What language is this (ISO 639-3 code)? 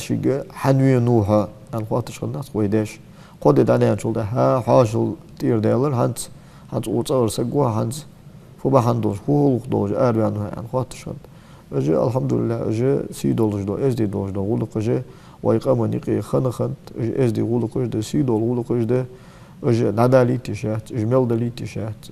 inh